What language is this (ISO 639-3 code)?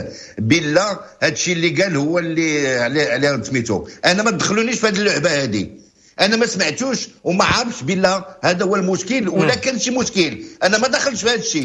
ary